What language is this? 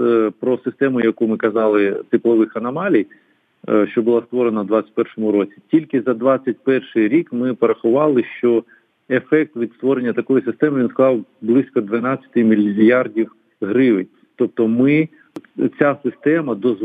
Ukrainian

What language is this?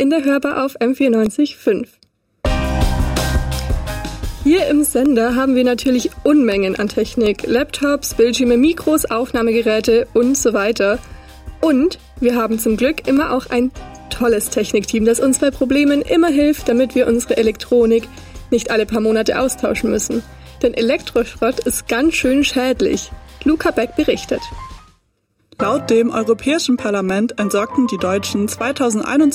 German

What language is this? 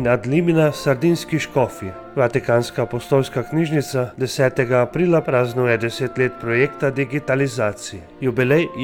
Slovenian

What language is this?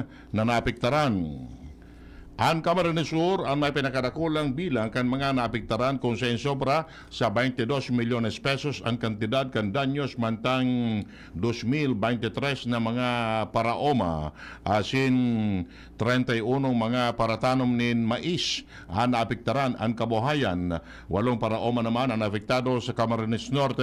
Bikol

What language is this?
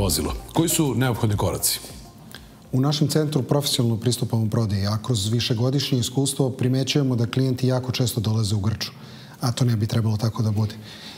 Serbian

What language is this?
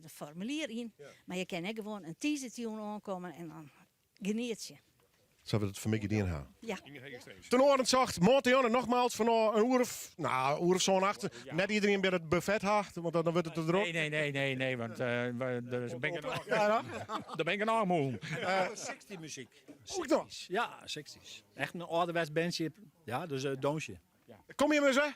Western Frisian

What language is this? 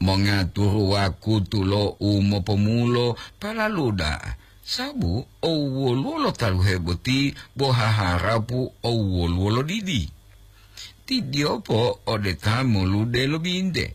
Gorontalo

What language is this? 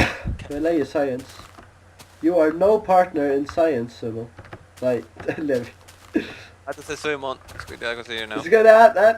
Faroese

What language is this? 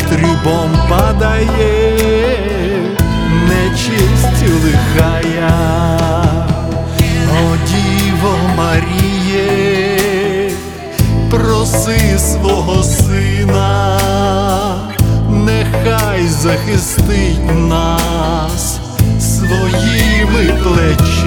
Ukrainian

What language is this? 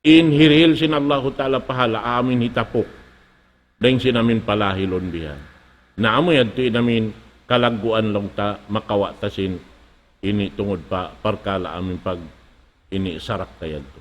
Tausug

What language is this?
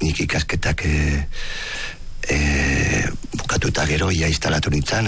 Basque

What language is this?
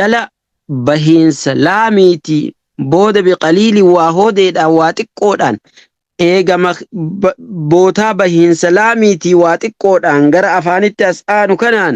Oromo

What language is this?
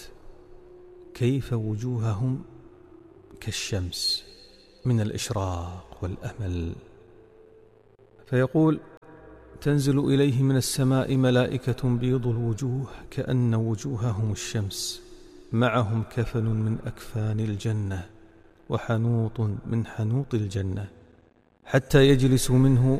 Arabic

